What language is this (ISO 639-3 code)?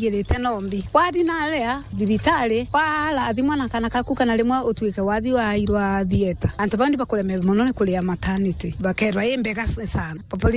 mer